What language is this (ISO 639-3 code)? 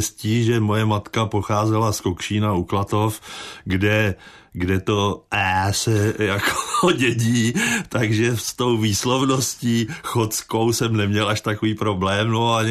ces